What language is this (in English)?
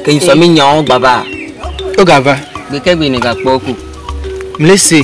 Ewe